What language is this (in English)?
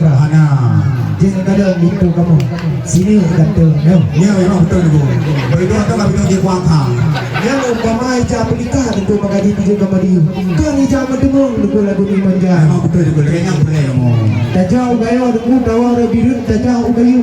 Achinese